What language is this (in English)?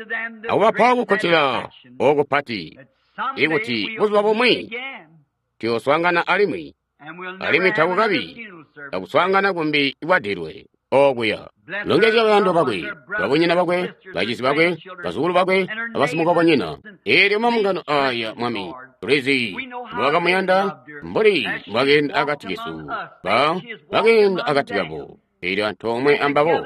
Tonga (Zambia)